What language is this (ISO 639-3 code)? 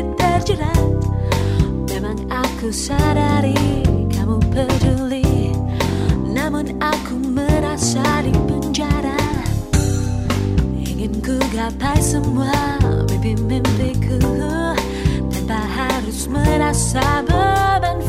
ind